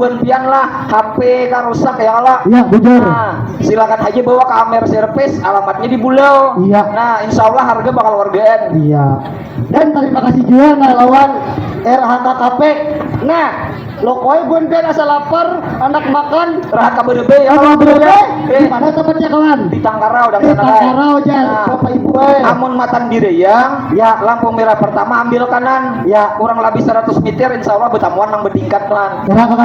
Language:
Banjar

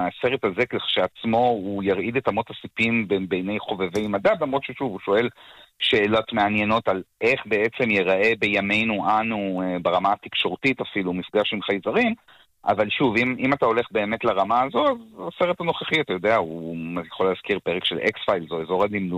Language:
Hebrew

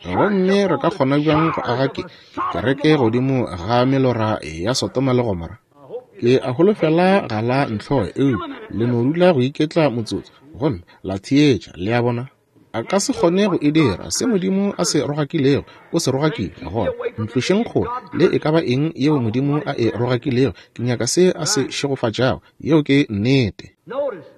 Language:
Northern Sotho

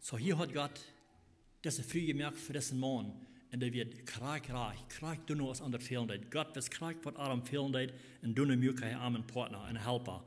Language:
Plautdietsch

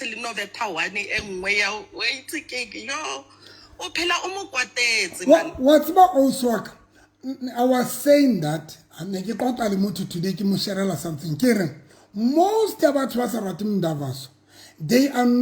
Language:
Southern Sotho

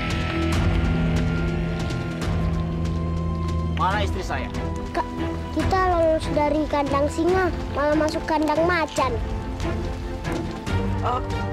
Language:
Indonesian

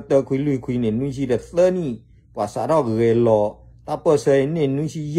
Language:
S'gaw Karen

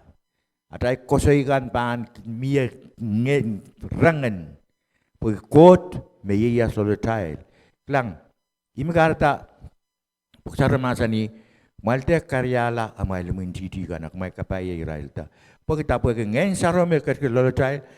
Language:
Pohnpeian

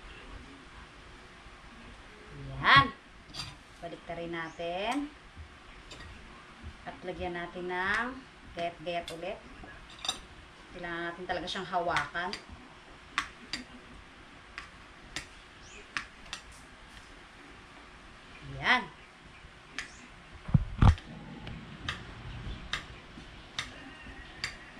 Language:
Filipino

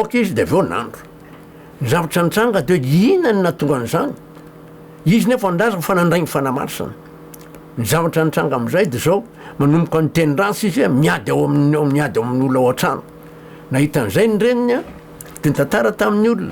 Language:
Malagasy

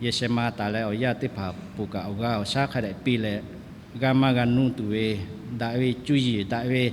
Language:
Lahu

